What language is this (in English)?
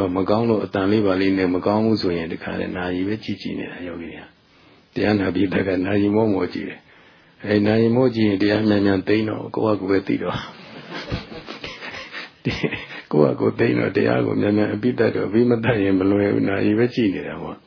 Burmese